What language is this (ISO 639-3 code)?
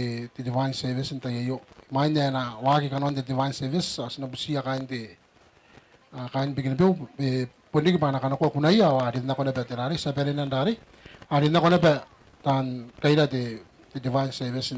gil